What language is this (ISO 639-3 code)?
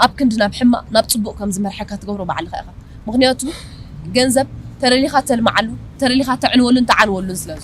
tir